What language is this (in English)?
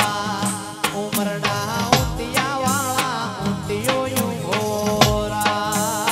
Gujarati